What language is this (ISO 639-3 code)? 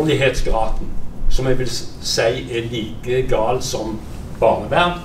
nor